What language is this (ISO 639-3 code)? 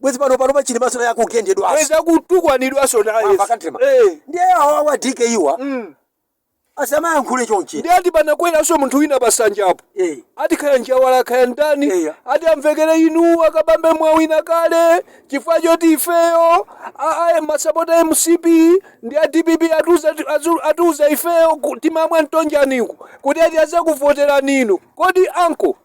nya